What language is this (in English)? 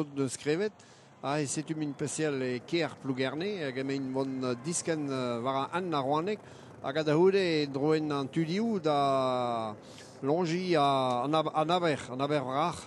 Breton